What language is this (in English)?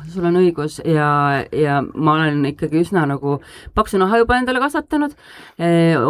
Estonian